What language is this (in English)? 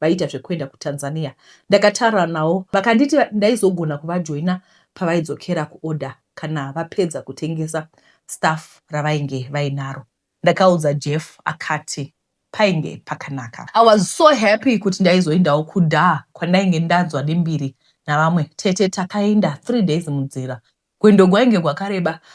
Shona